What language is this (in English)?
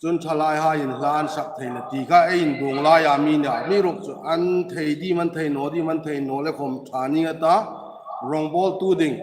Hmar